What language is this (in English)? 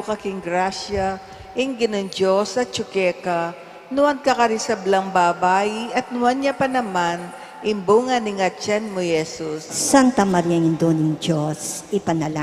Pampanga